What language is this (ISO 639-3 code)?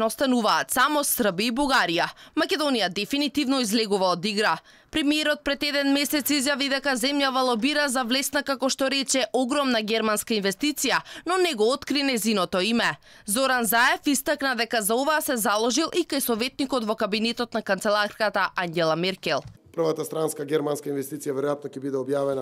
mkd